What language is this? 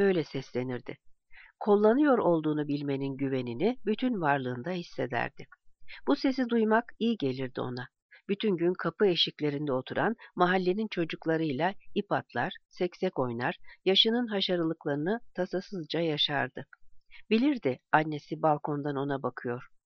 Turkish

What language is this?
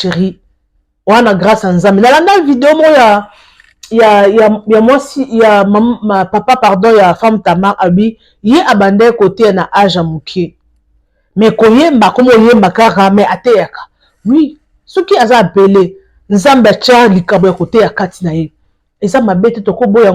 Lingala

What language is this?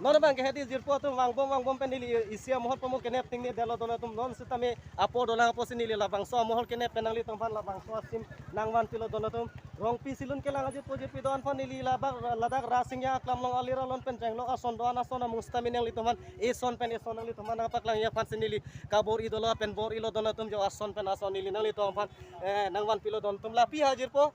Karbi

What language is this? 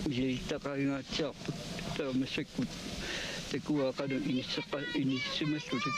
Kalaallisut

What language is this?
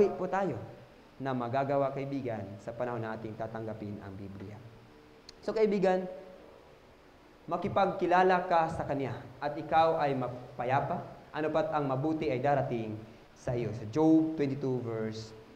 Filipino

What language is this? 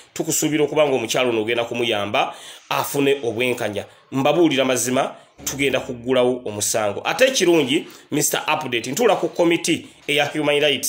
Ganda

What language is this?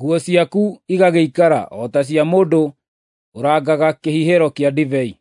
Kikuyu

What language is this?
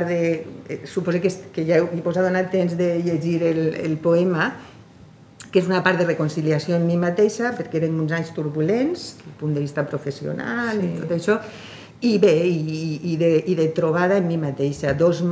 Catalan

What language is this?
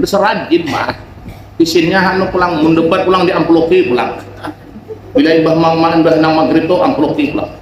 Banjar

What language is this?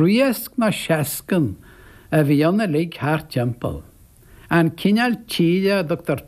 Irish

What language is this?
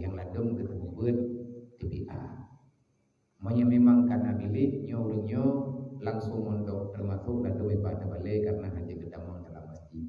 Achinese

